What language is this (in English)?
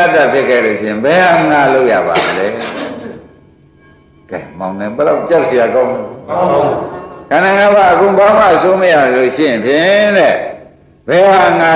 Burmese